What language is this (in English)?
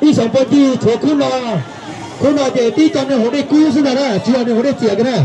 Hmong